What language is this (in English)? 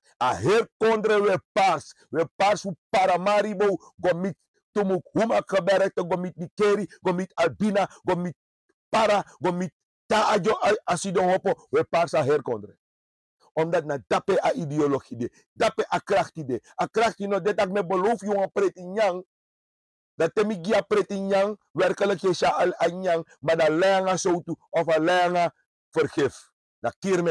Sranan Tongo